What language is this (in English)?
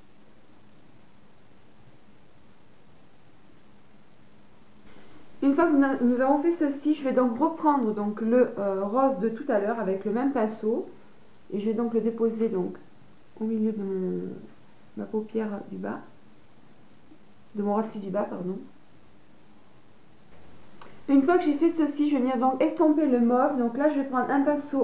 French